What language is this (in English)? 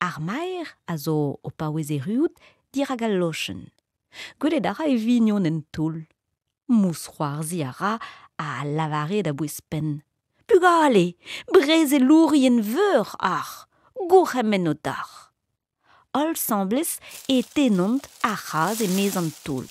Breton